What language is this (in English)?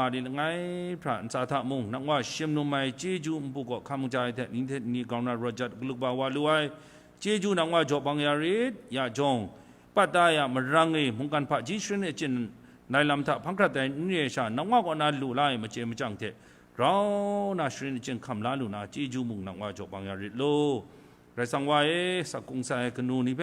Kachin